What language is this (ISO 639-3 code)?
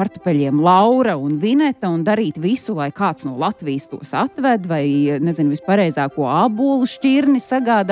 lav